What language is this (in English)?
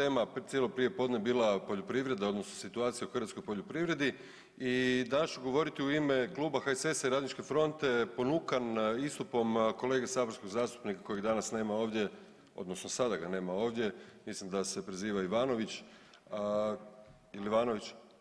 Croatian